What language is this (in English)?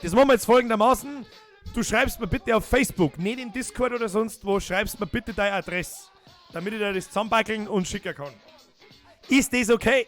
Bavarian